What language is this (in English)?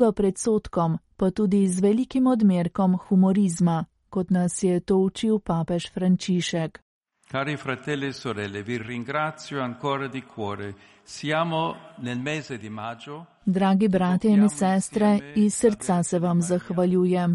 Slovenian